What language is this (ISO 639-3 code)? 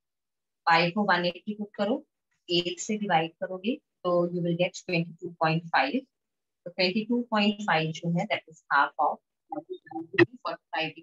hin